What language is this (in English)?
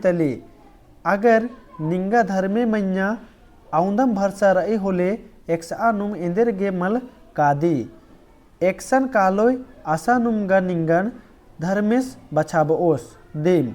Kurukh